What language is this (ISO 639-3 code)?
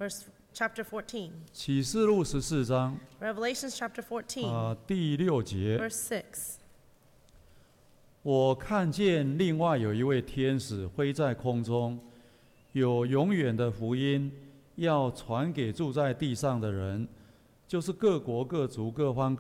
zho